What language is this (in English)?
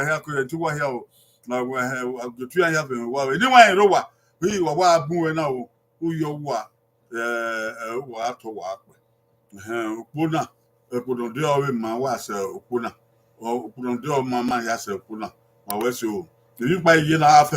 Bini